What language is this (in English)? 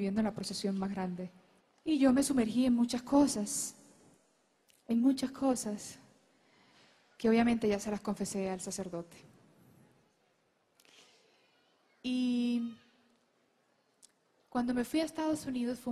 Spanish